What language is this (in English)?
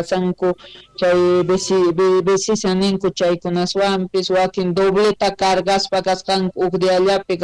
South Bolivian Quechua